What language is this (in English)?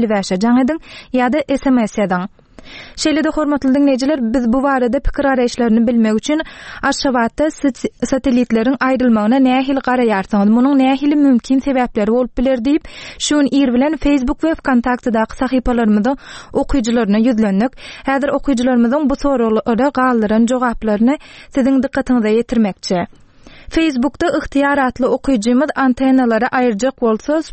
Turkmen